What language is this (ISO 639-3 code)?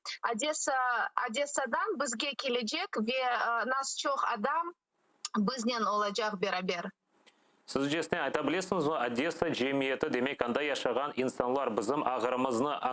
crh